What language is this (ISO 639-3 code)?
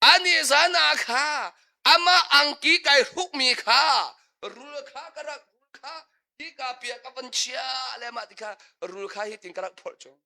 cnh